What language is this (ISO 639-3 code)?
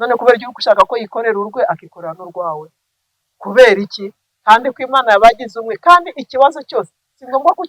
kin